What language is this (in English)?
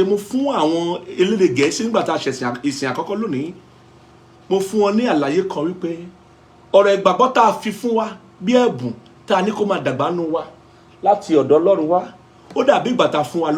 Yoruba